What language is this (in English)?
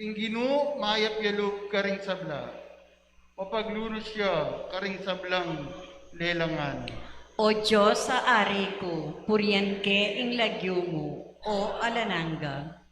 Pampanga